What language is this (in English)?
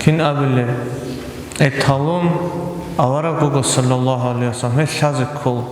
Avaric